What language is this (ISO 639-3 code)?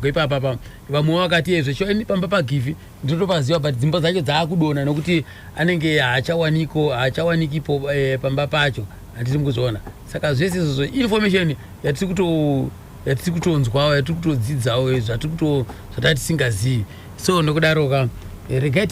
sna